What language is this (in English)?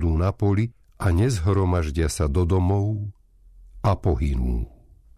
Slovak